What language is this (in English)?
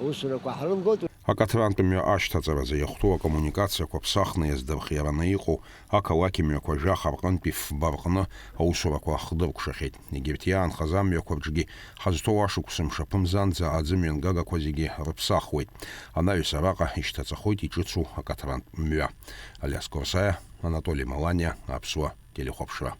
Abkhazian